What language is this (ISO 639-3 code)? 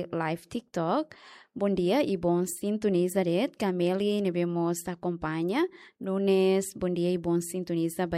tet